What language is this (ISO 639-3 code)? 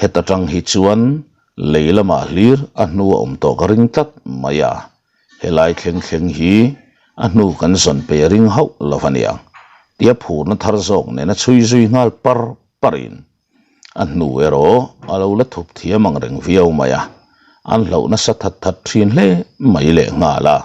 lus